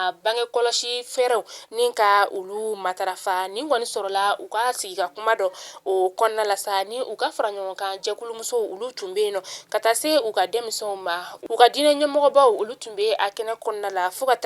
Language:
Bambara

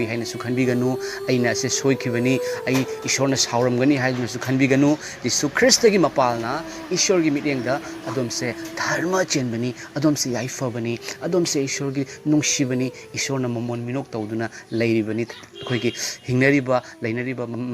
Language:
Manipuri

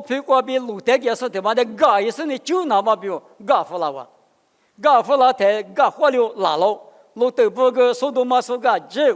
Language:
Lisu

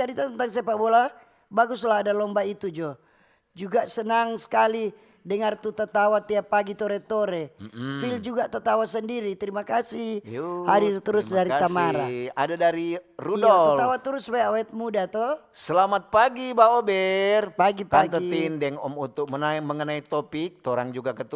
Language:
Manado Malay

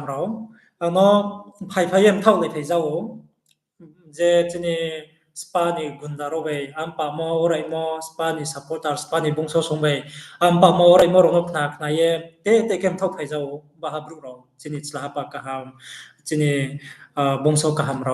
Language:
Riang (India)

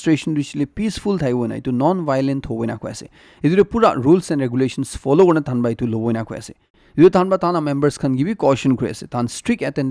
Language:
Naga Pidgin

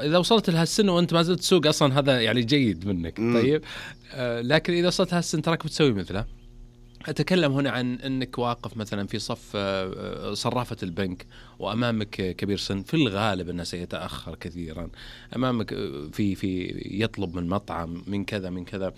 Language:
Najdi Arabic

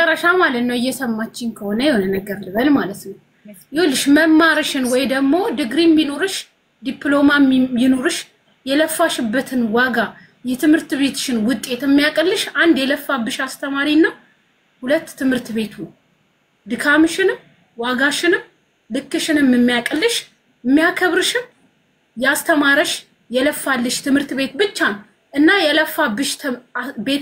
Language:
Amharic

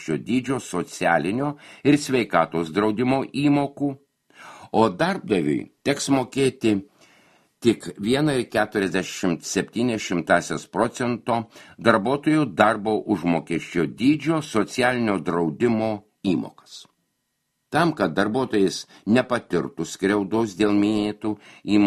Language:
Lithuanian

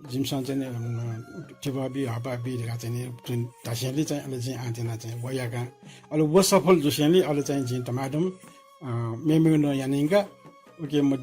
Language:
Newari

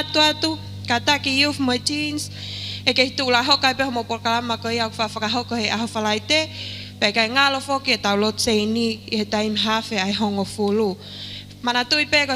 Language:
Tongan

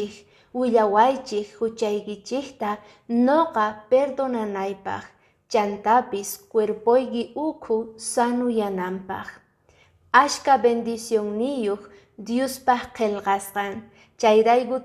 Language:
Quechua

